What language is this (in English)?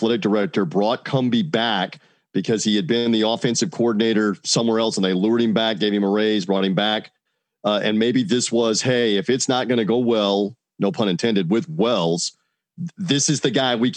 English